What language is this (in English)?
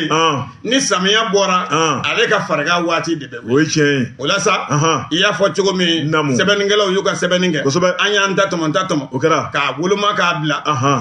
Bambara